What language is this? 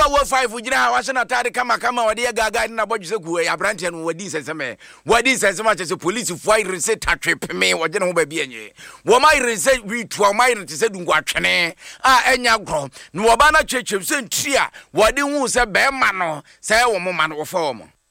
Akan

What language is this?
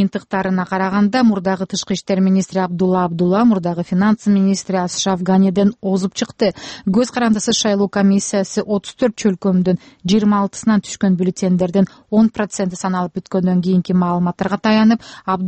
Kyrgyz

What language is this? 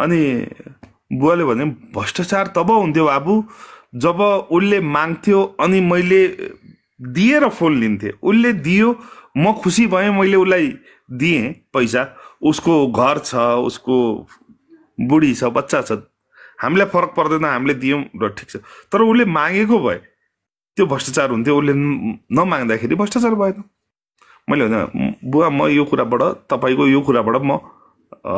Nepali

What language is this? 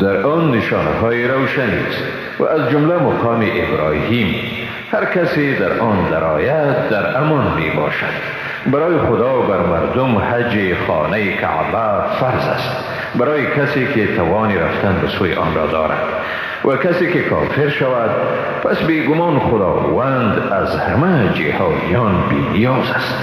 Persian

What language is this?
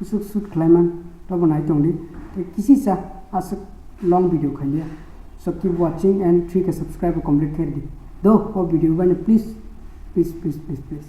Kok Borok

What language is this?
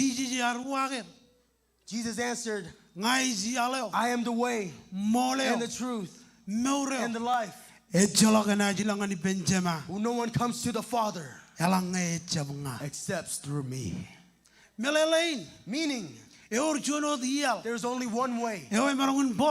Marshallese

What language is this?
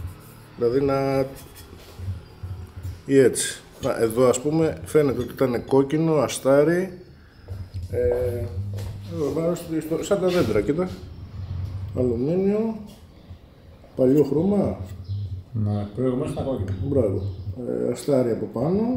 Greek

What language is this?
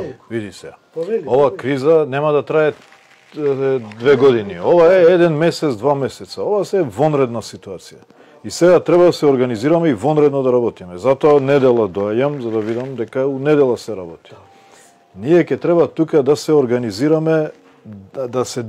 Macedonian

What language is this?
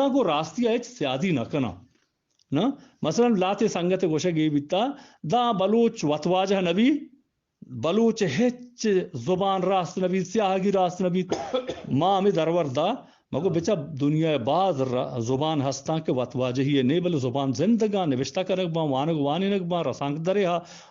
Eastern Balochi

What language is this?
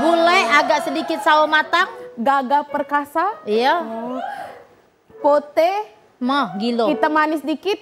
Musi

